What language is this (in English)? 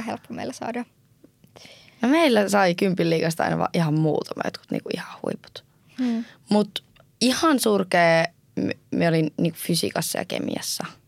Finnish